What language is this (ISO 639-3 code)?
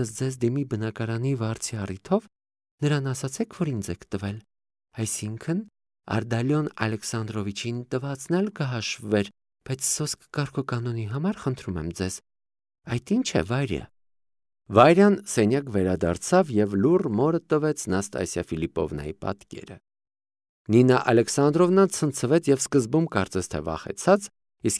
hye